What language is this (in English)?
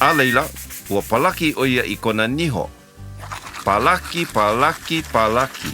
Hawaiian